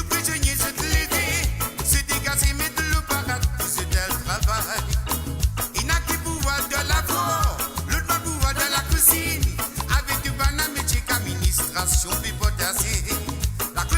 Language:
Morisyen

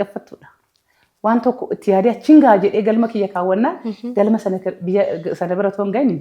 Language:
Oromo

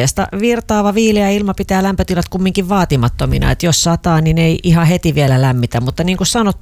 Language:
Finnish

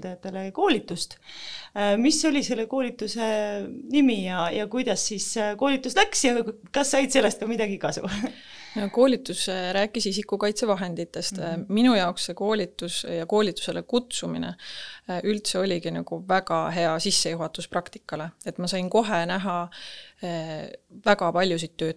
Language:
Estonian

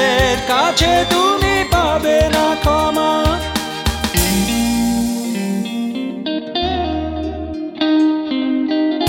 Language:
Bangla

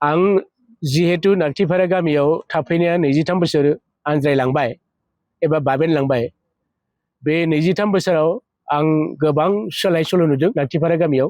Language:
Bodo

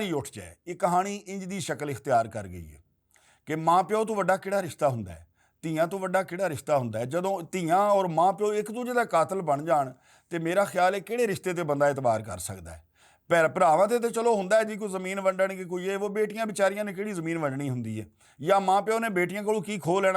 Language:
Western Panjabi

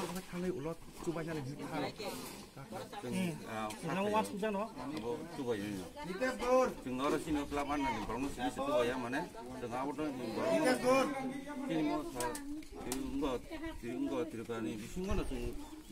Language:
Kok Borok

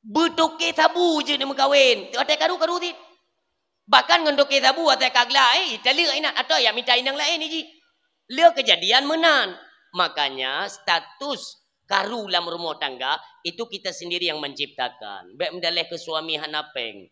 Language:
Achinese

